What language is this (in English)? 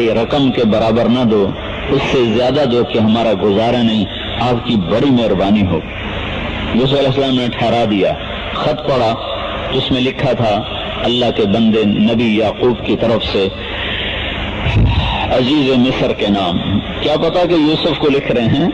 Urdu